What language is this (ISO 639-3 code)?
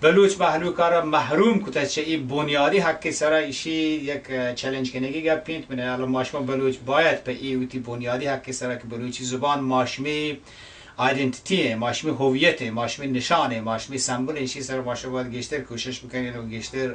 bal